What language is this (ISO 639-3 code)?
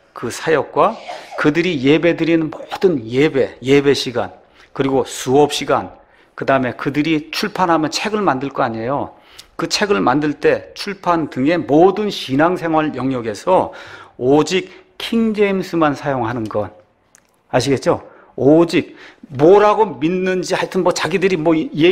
kor